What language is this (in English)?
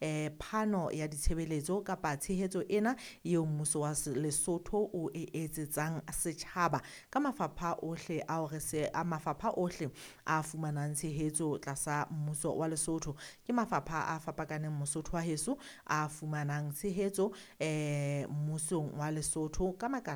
Southern Sotho